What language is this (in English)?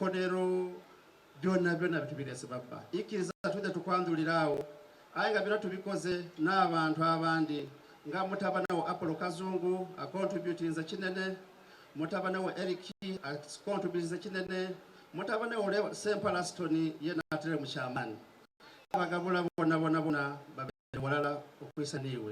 Soga